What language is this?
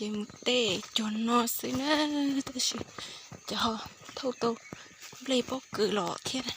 Hmong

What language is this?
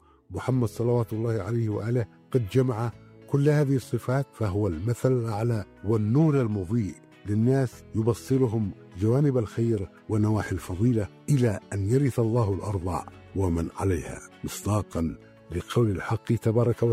Arabic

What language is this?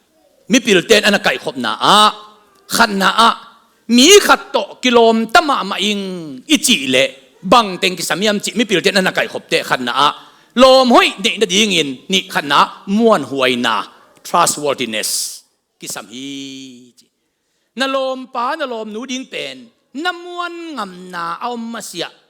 Tedim Chin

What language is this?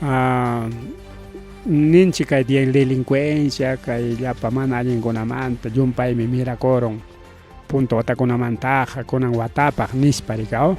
Ayacucho Quechua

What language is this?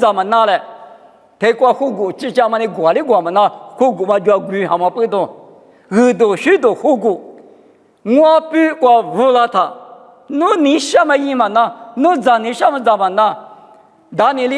Lisu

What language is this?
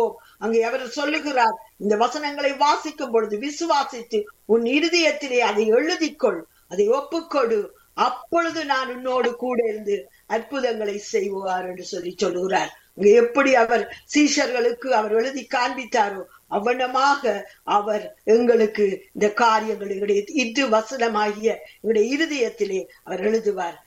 Tamil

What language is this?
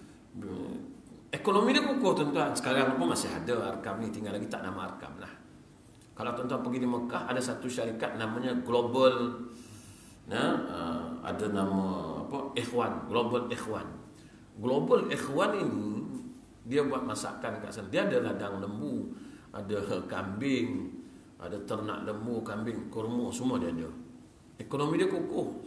Malay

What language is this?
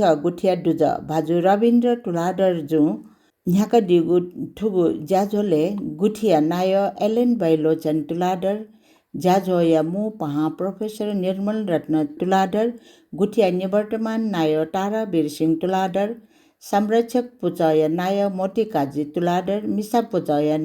Newari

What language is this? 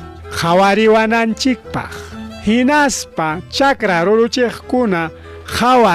Ayacucho Quechua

